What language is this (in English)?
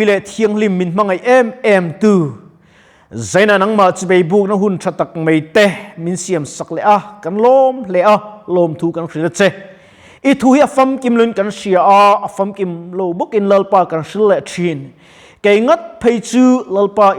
Mizo